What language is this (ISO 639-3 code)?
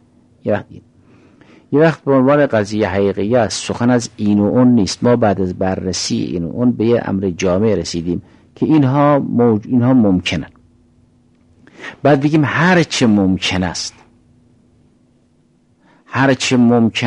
fas